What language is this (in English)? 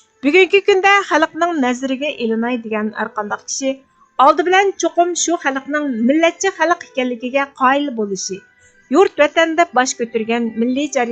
Uyghur